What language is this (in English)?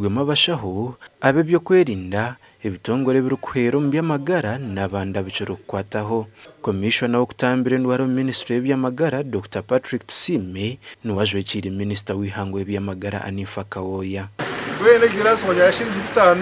Nyankole